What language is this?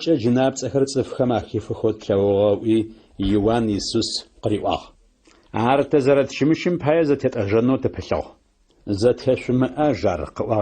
Adyghe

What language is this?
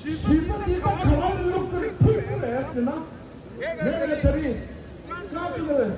Tibetan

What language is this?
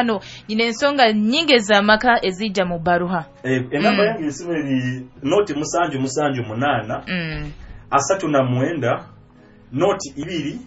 Nyoro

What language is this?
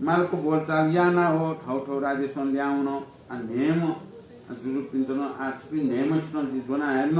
Newari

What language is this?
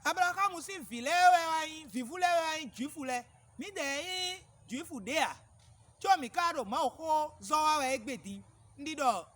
Fon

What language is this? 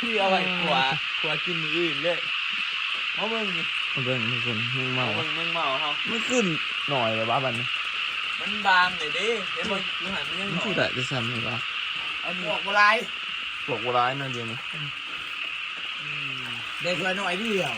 Northeastern Thai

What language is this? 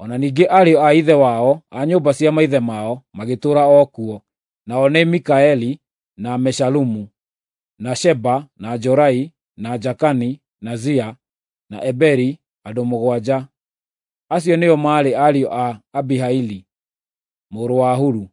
Kikuyu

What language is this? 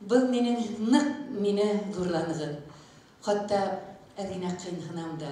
Bashkir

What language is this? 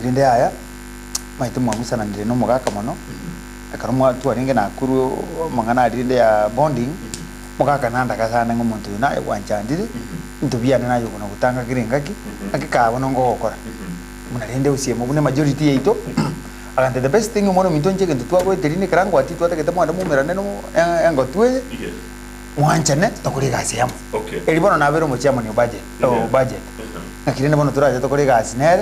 Gusii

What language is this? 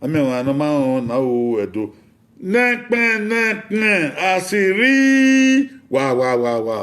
Bini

